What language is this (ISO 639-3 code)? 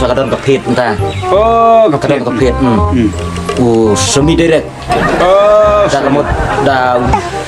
kha